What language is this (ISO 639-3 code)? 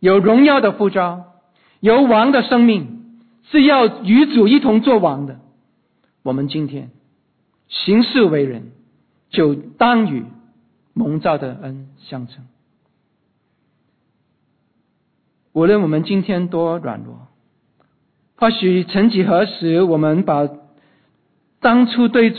zho